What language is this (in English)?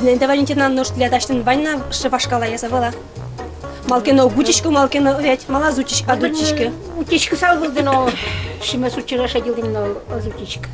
Udmurt